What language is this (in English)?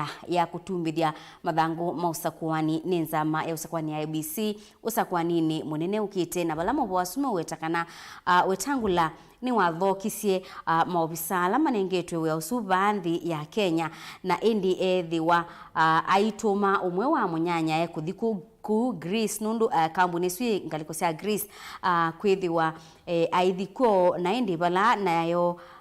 Kamba